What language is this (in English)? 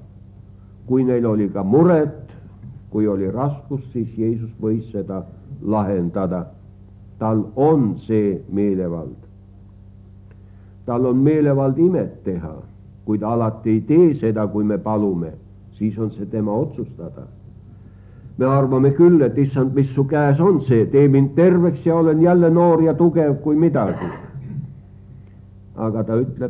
Estonian